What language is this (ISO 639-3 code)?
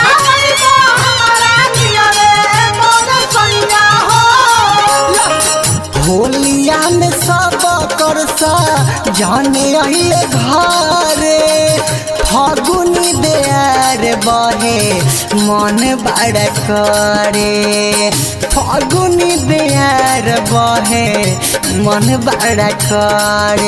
bho